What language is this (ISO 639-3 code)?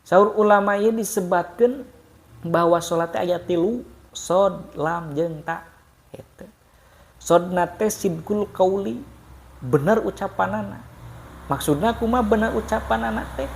sun